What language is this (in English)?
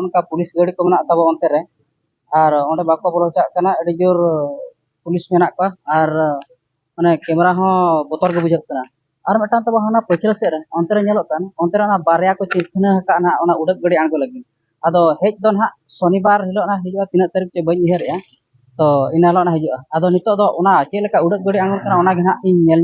Santali